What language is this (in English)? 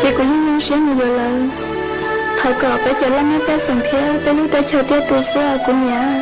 Hmong